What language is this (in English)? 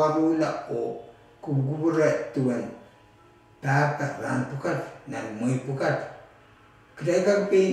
Pohnpeian